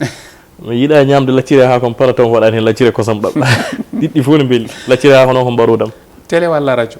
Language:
Fula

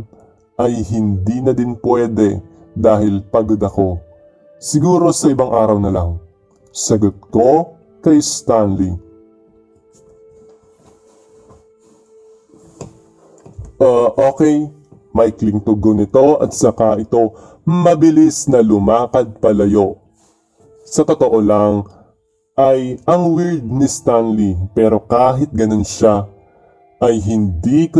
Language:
Filipino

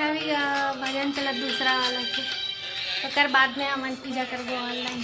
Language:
Chhattisgarhi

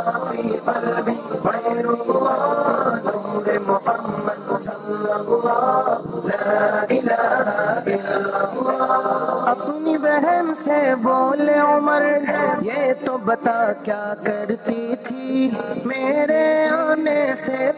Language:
Urdu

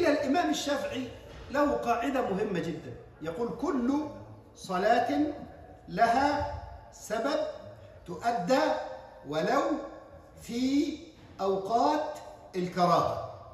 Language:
Egyptian Arabic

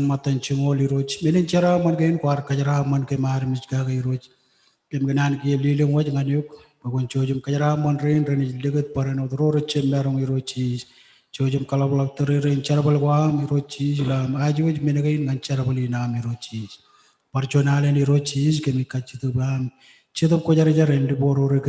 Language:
Marshallese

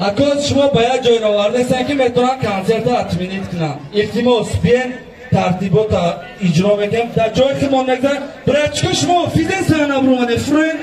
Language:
Tajik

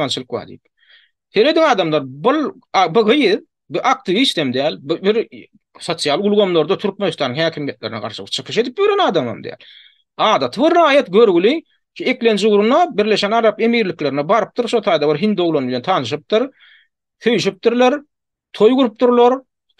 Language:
Turkmen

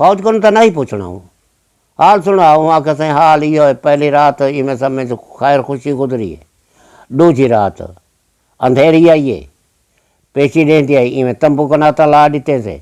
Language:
Saraiki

